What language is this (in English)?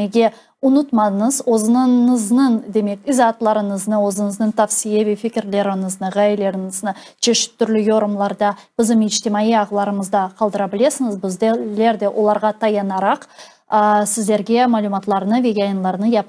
Crimean Tatar